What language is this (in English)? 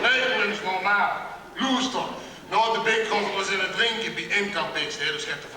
Limburgish